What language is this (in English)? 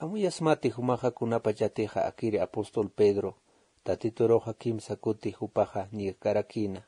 Aymara